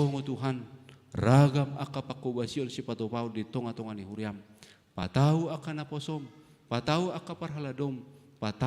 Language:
Batak Toba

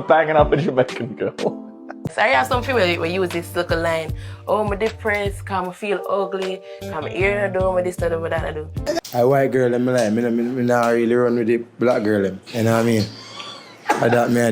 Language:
Jamaican Creole English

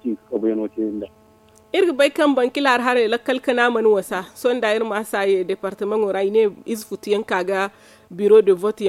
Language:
Zarma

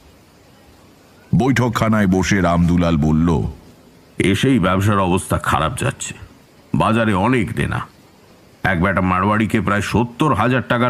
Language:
Bangla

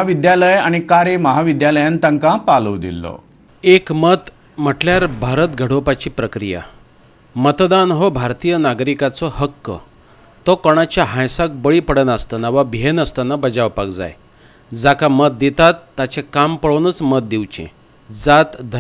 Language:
Konkani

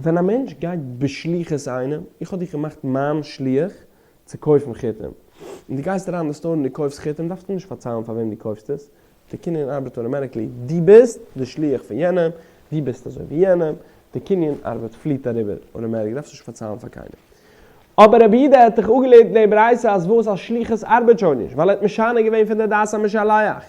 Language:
Yiddish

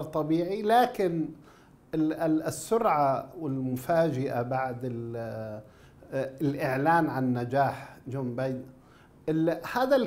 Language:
Arabic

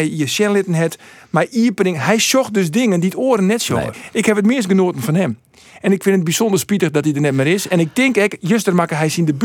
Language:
Western Frisian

